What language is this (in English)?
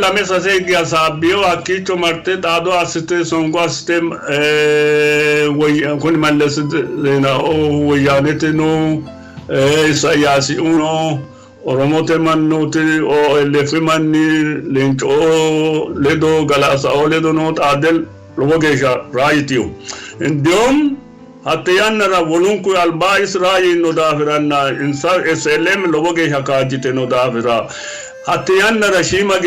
Sidamo